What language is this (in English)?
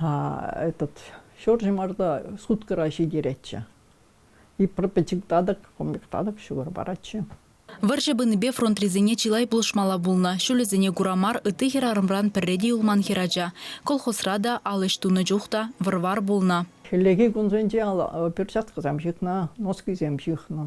Chuvash